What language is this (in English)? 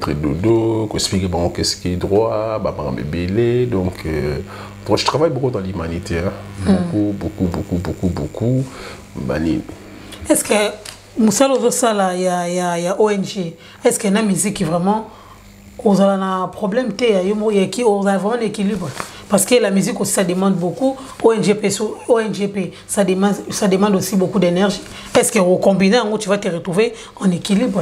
Lingala